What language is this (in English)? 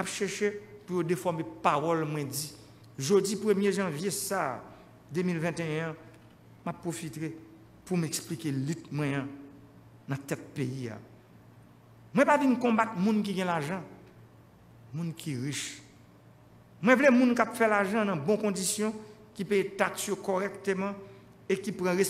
French